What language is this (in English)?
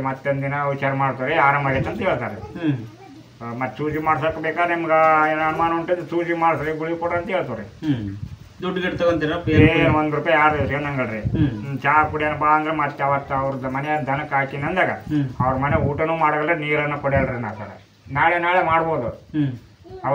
Kannada